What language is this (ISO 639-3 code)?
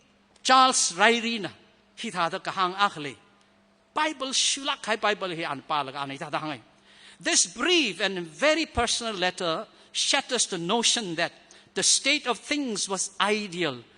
nmf